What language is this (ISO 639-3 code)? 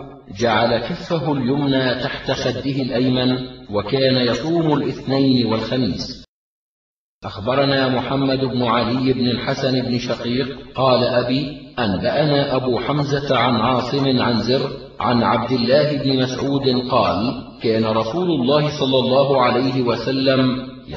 ara